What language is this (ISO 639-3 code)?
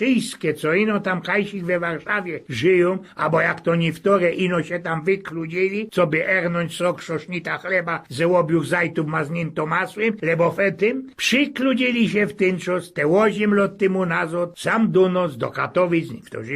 szl